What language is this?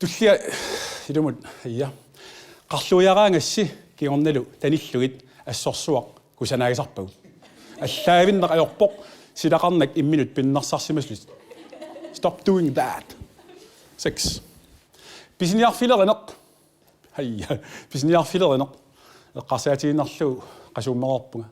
Kalaallisut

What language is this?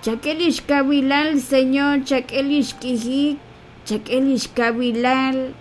Kekchí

